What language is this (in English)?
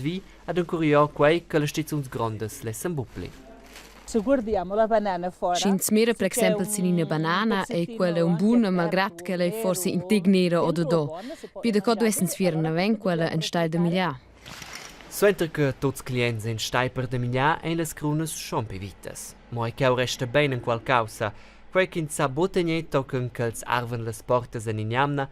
Romansh